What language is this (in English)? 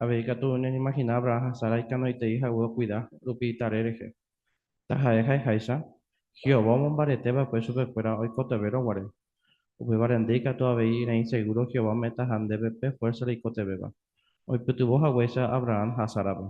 Guarani